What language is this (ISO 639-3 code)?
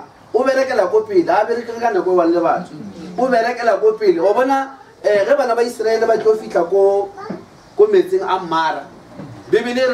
nso